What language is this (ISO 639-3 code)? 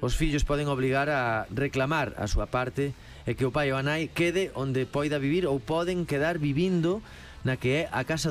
glg